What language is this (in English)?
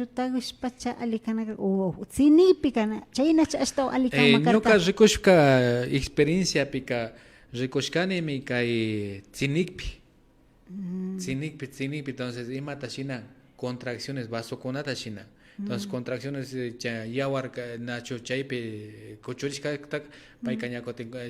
Imbabura Highland Quichua